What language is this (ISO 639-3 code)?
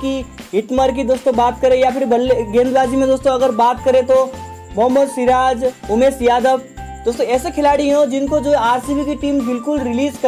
hin